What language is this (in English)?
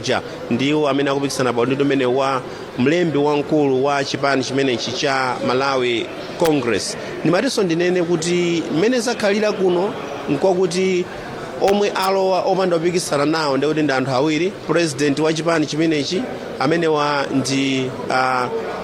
Nyanja